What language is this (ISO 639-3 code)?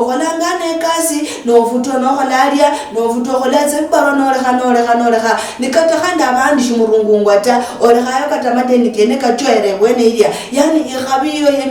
luy